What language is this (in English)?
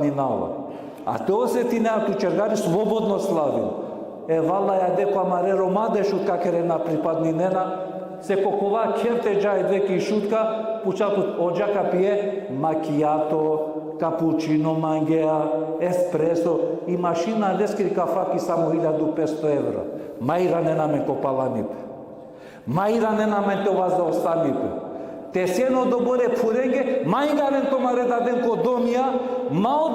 Balkan Romani